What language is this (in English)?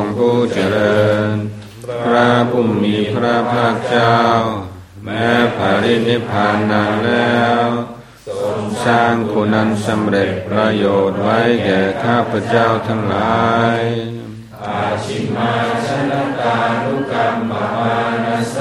Thai